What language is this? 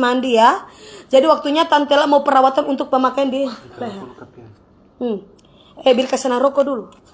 Manado Malay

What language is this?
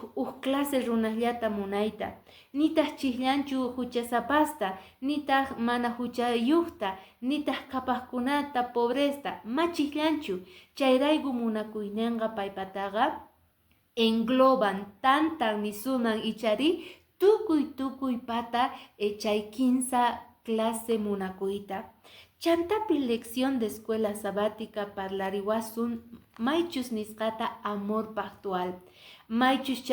Quechua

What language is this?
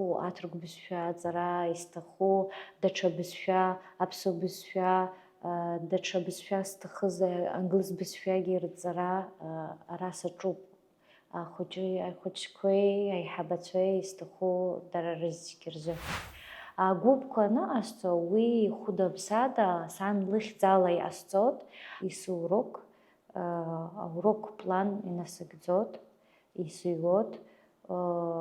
Abkhazian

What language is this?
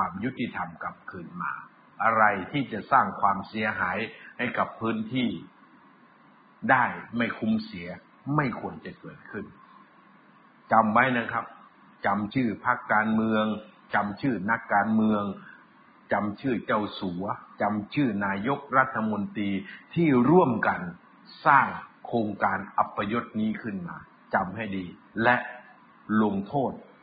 Thai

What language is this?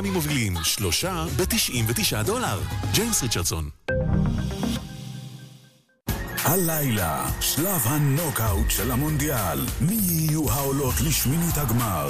Hebrew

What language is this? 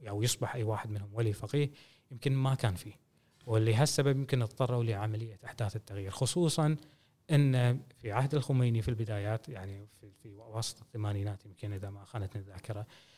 Gulf Arabic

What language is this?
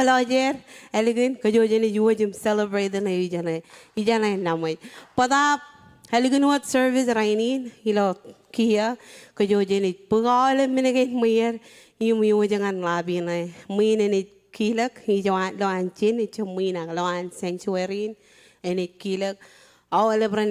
Marshallese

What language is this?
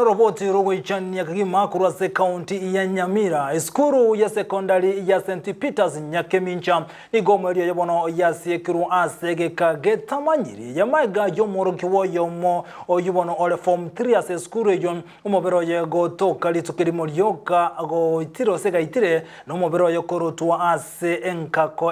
Gusii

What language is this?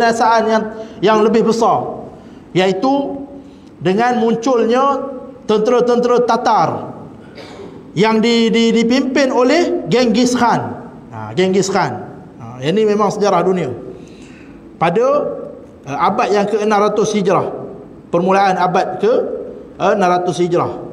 Malay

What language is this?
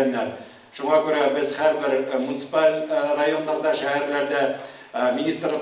Tatar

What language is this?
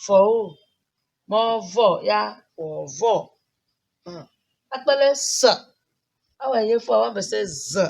Tem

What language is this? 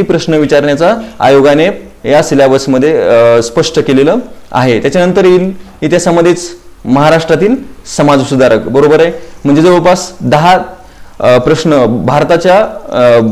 Marathi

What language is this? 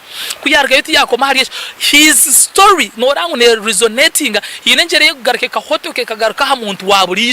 Nyankole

